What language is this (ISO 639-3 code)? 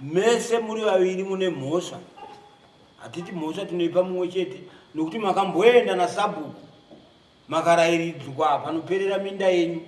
sna